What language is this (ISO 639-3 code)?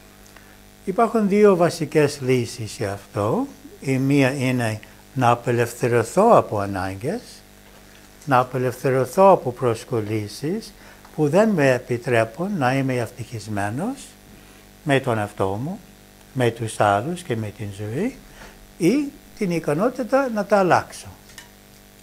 ell